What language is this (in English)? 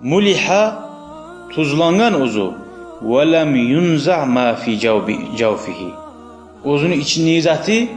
Kumyk